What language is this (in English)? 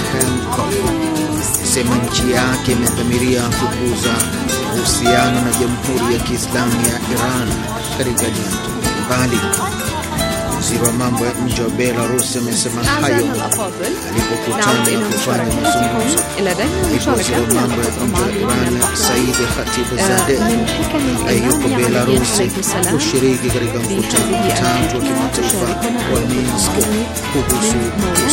Swahili